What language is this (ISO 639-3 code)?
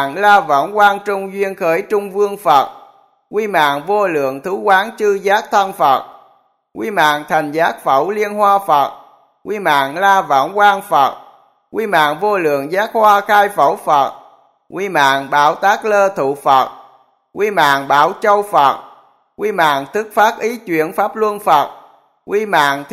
vie